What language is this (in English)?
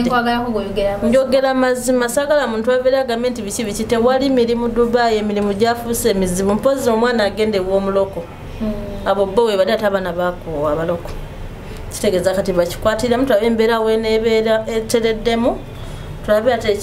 Ganda